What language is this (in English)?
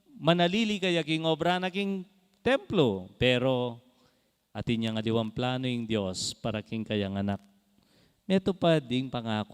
Pampanga